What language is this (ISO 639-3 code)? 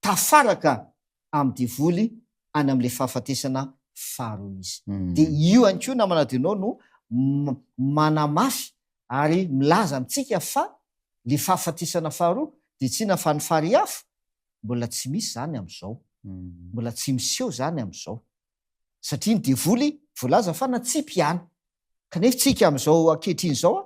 mlg